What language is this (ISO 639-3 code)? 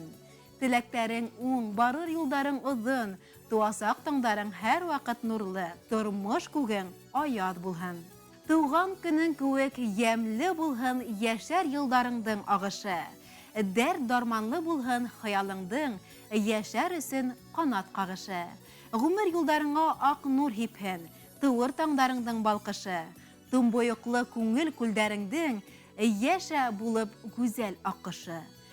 bak